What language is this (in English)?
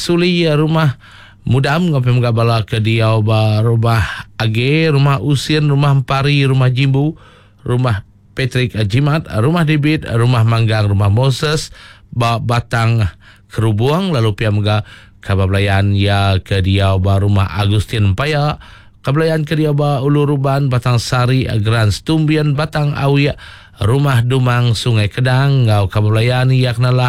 Iban